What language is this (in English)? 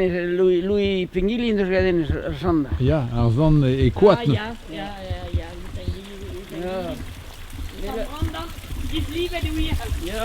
Breton